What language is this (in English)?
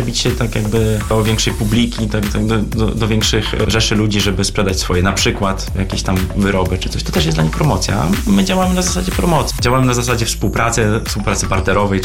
Polish